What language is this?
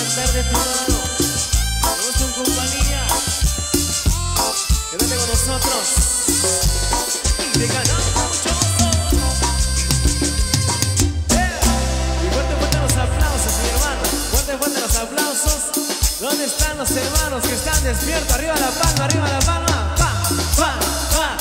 Spanish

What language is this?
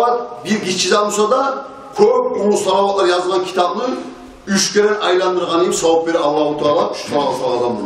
Kumyk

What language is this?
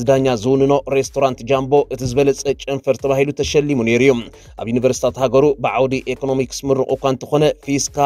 Tigrinya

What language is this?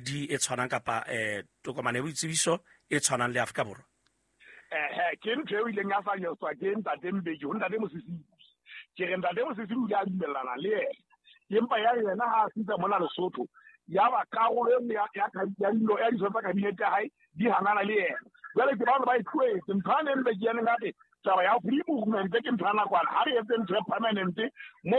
Southern Sotho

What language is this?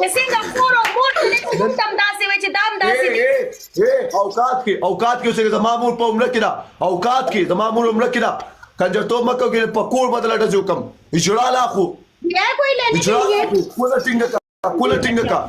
Pashto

